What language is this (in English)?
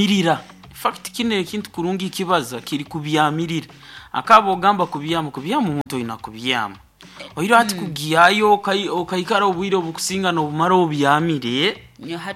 Nyoro